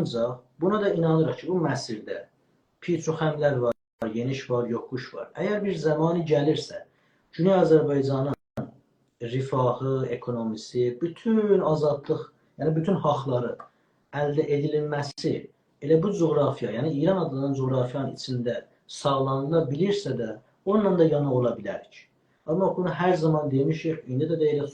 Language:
South Azerbaijani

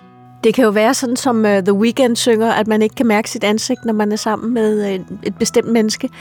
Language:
Danish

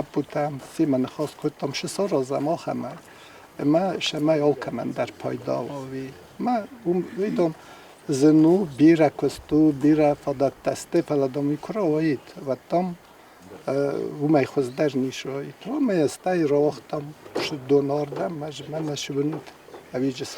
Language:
Ossetic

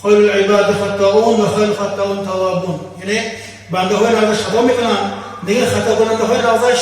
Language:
Tajik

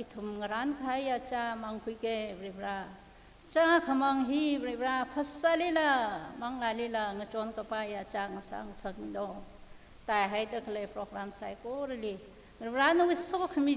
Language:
Tangkhul Naga (India)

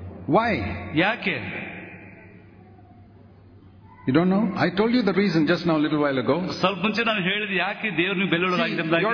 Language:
Kannada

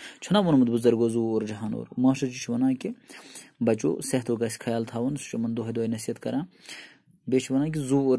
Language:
Kashmiri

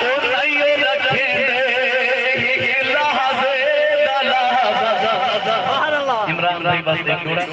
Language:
Saraiki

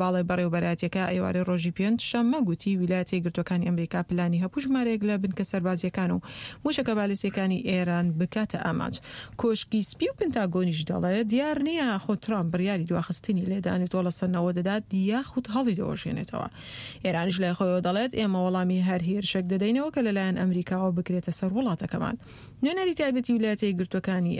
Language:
Central Kurdish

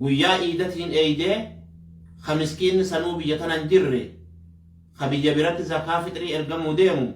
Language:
Oromo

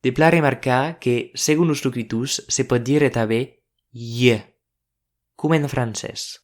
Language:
Occitan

